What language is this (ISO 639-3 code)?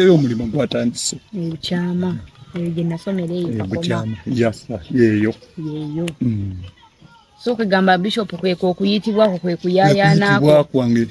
lug